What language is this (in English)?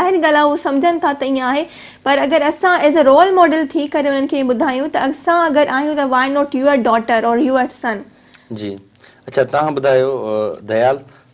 Sindhi